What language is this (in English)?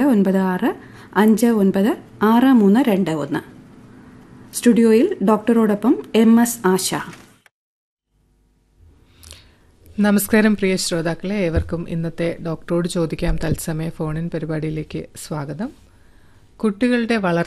Malayalam